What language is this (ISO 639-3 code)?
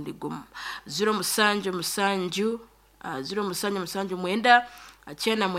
nyn